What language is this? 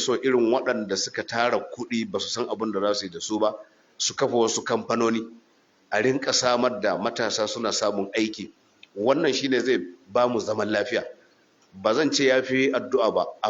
Hausa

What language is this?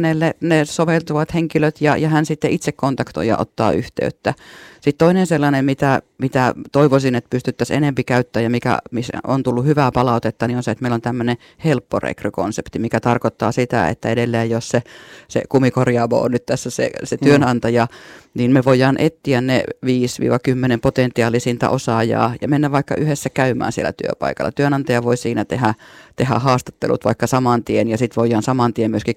Finnish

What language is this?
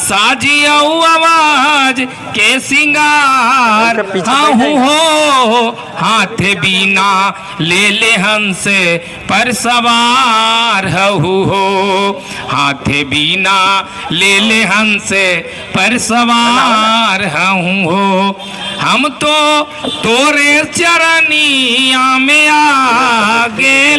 Magahi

